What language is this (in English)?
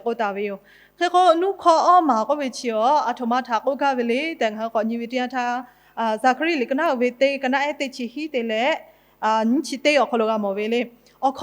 Lahu